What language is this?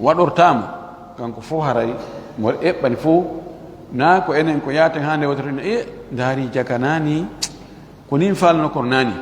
Fula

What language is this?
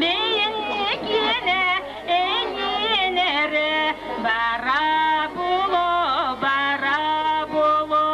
Yakut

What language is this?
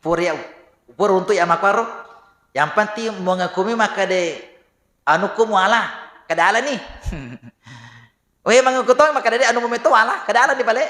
Buginese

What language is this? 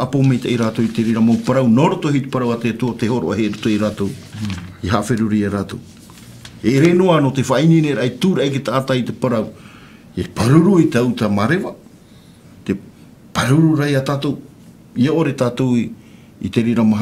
Tahitian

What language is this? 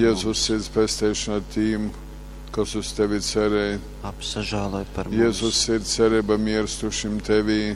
Latgalian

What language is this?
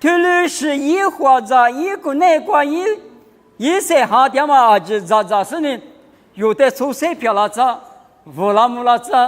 Lisu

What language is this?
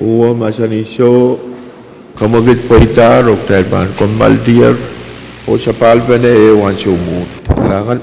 Pohnpeian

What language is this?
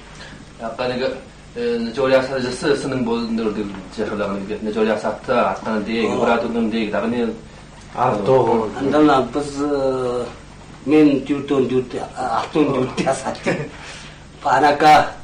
Kazakh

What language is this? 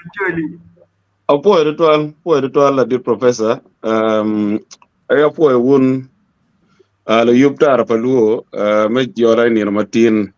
Acoli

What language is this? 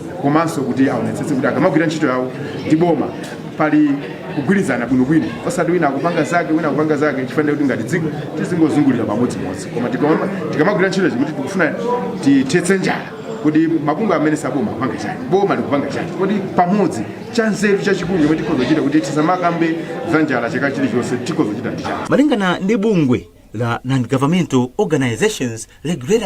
Nyanja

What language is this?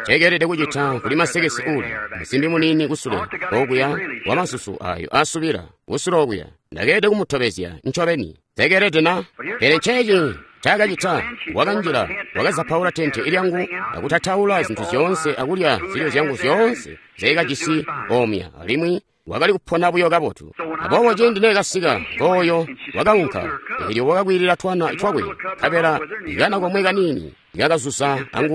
Tonga (Zambia)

